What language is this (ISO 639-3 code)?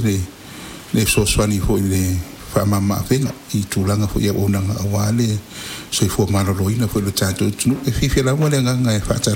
smo